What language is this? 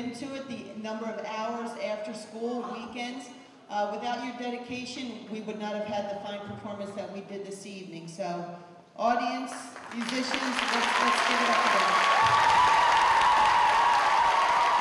English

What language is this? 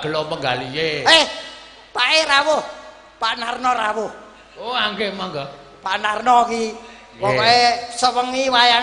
Javanese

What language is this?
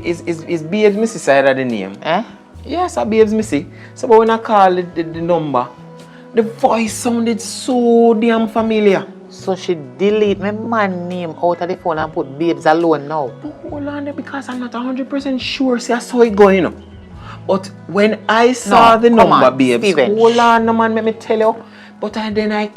Jamaican Creole English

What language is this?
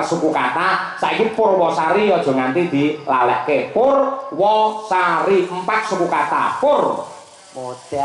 Javanese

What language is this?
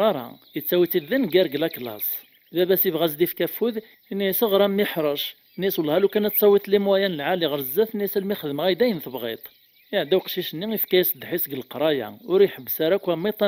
Kabyle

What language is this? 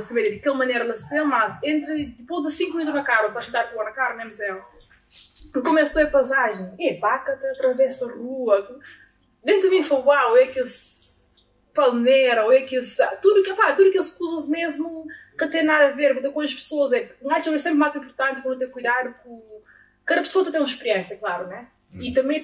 Kabuverdianu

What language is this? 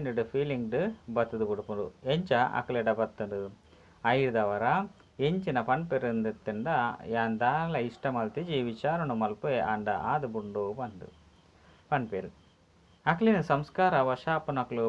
Tulu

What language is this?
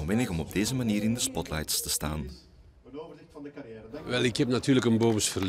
Dutch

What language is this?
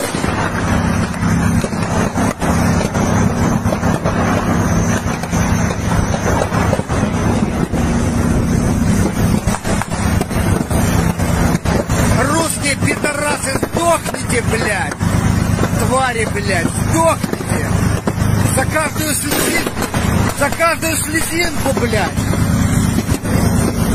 Russian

